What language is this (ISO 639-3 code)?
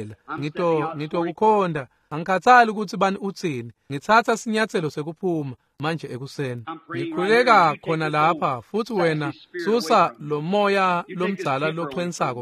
ssw